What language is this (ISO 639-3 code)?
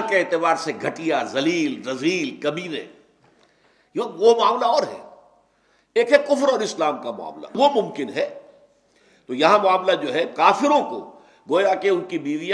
urd